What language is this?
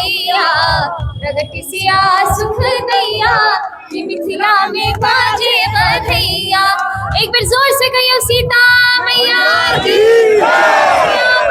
Maithili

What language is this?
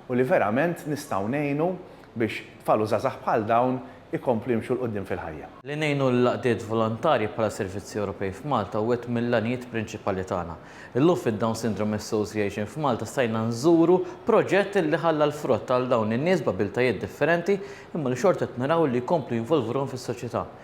Maltese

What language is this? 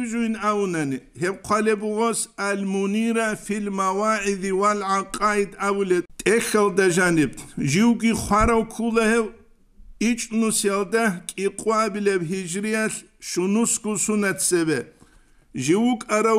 Avaric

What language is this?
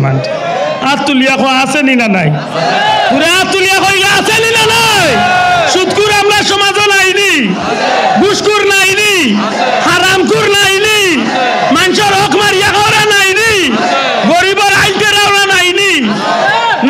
Sylheti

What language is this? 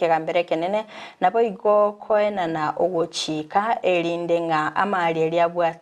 Gusii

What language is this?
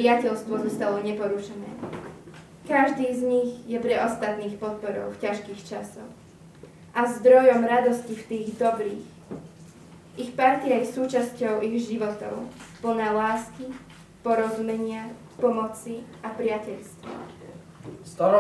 Slovak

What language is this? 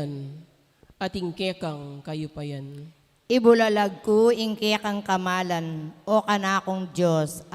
Pampanga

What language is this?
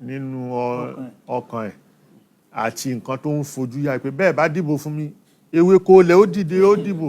Yoruba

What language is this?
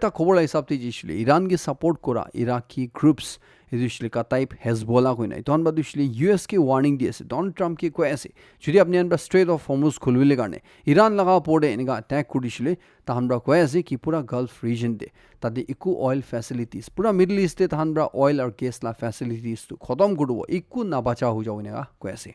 Naga Pidgin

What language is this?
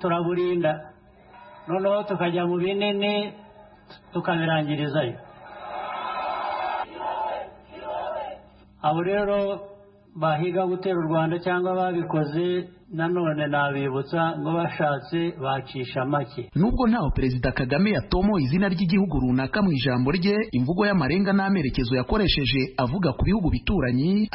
Kinyarwanda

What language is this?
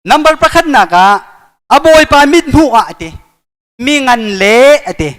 Hakha Chin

